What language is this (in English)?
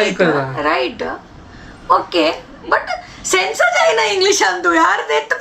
Konkani